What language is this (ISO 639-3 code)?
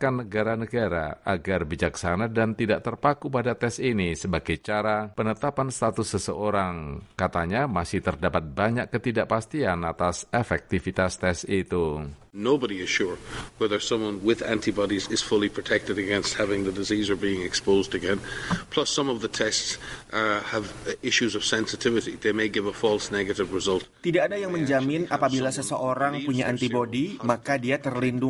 ind